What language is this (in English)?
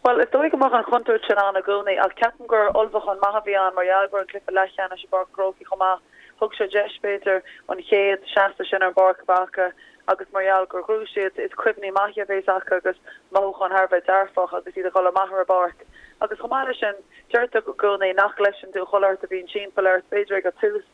Irish